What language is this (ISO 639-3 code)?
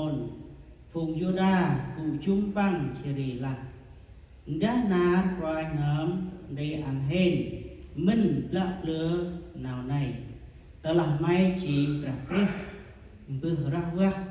cmo